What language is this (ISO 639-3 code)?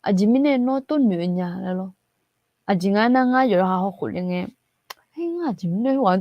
ahk